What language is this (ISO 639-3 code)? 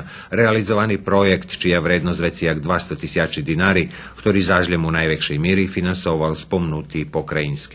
rue